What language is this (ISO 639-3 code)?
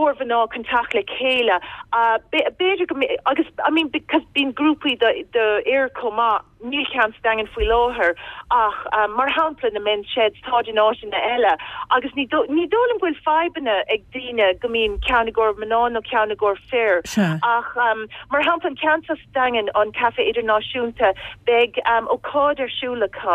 gle